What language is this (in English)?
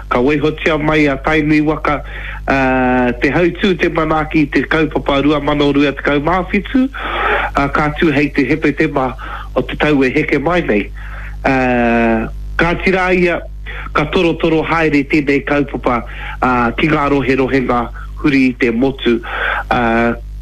Māori